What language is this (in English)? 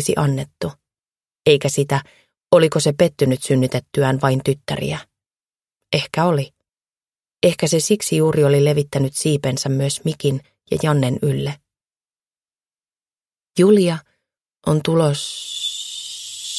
Finnish